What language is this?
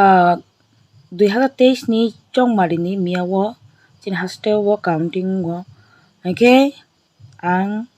Kok Borok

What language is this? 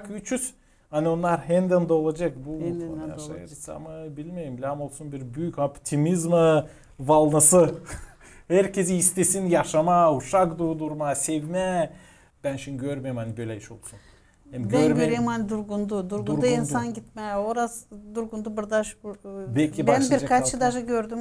Gagauz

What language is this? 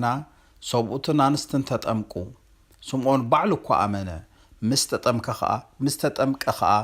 Tigrinya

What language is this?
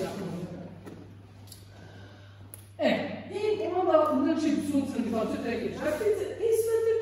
Croatian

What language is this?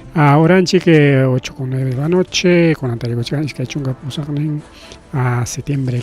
Ayacucho Quechua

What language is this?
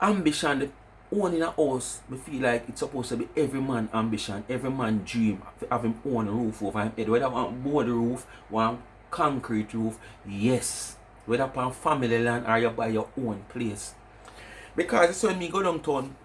Jamaican Creole English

